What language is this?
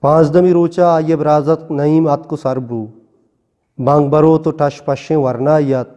Eastern Balochi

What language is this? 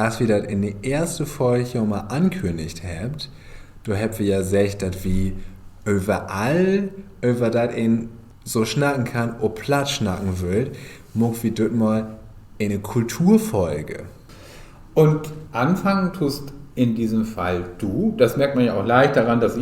Low German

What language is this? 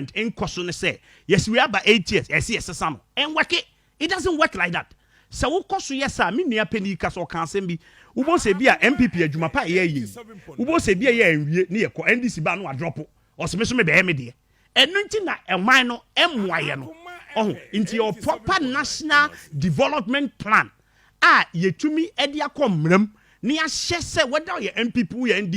Akan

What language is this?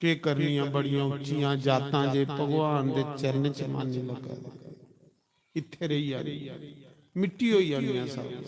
Dogri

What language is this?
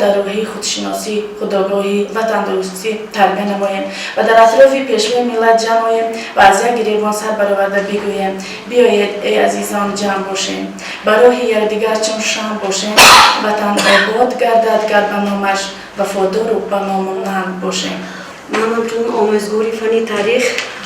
Tajik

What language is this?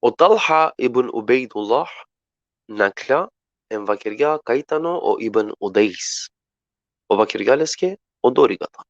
Balkan Romani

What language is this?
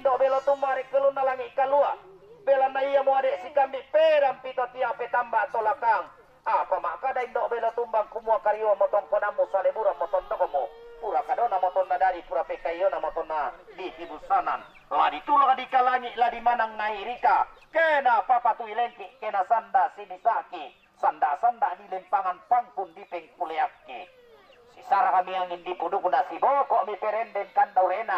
Toraja-Sa'dan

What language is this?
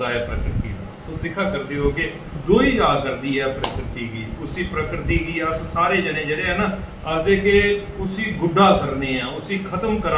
Dogri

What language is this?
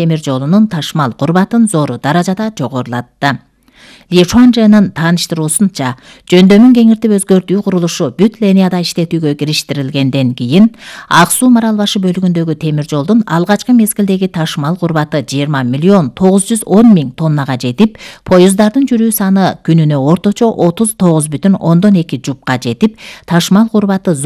Kyrgyz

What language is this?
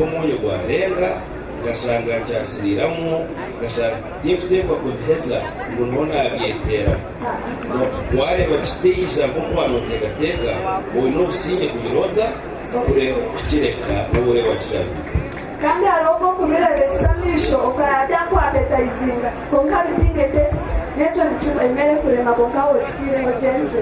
Nyankole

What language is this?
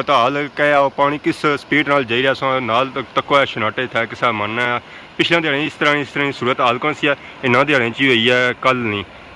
Pahari-Potwari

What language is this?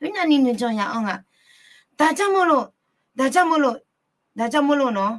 Akha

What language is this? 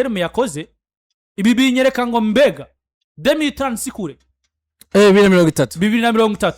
Rundi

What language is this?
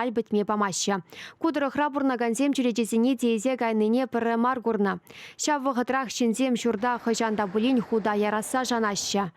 Chuvash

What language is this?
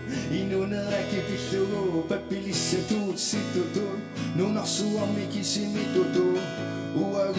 Kalaallisut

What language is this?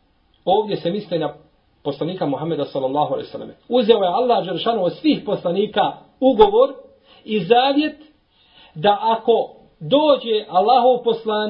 Bosnian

